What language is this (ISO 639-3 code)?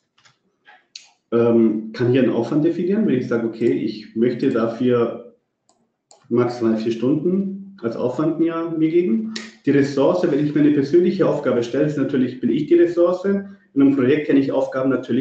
deu